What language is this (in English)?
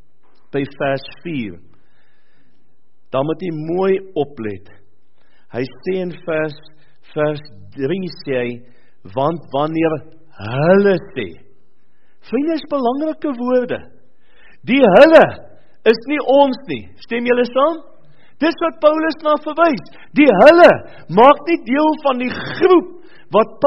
Afrikaans